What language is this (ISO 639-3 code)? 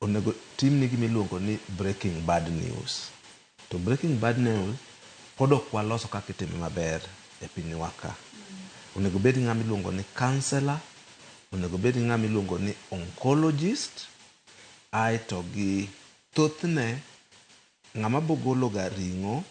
luo